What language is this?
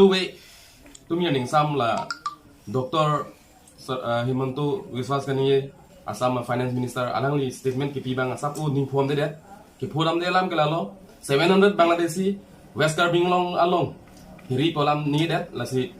Karbi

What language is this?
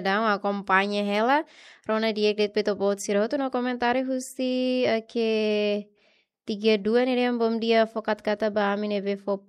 Tetum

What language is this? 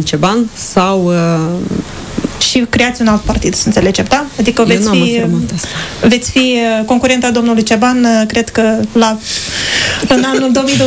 Romanian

